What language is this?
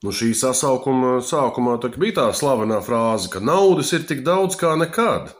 Latvian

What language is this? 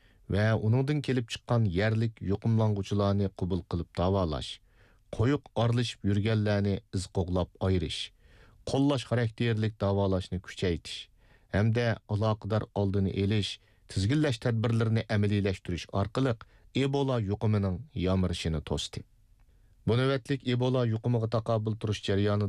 Uyghur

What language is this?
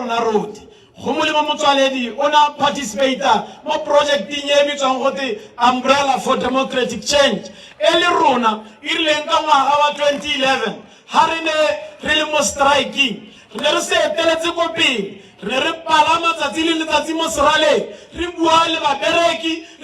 Tswana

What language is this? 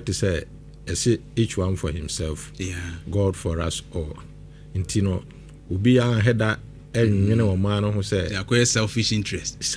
Akan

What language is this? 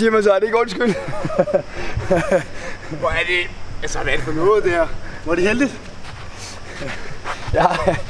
Danish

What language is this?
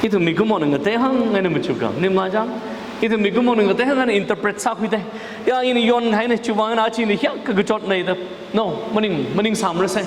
Tangkhul Naga (India)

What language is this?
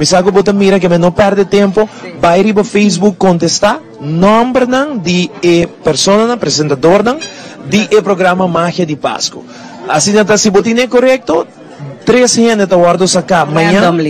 Papiamento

